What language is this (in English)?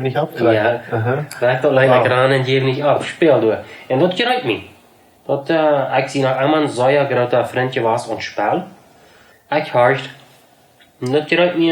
Plautdietsch